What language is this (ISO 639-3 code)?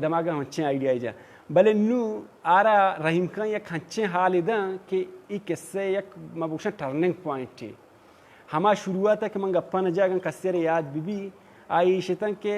bal